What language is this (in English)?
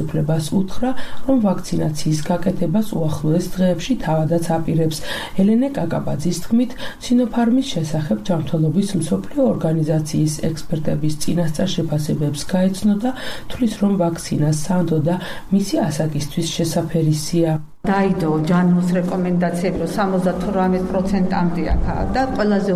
Georgian